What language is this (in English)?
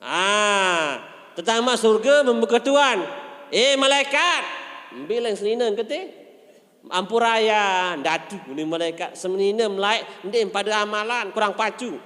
Sasak